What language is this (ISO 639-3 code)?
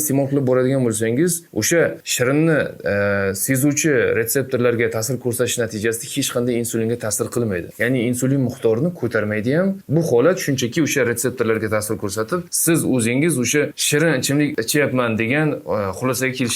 uzb